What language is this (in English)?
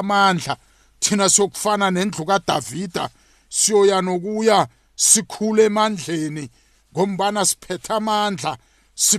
South Ndebele